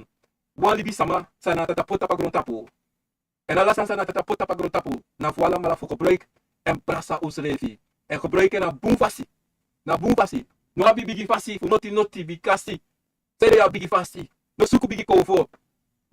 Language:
Sranan Tongo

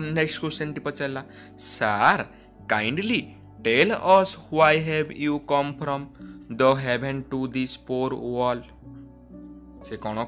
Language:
Odia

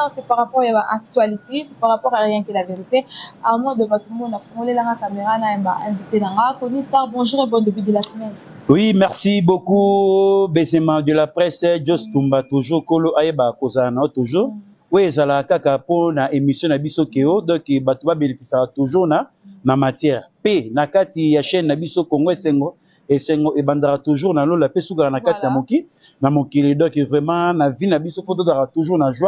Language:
Lingala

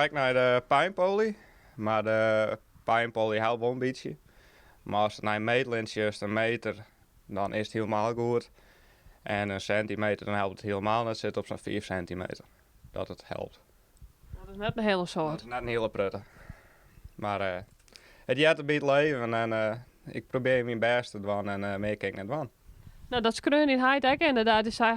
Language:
Western Frisian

